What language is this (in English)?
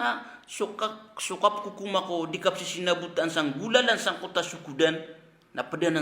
Maranao